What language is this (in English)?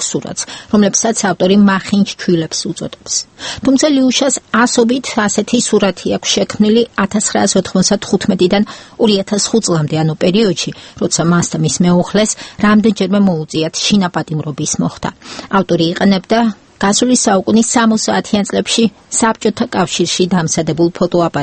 Georgian